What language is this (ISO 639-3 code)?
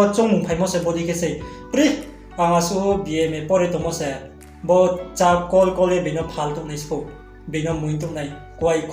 ria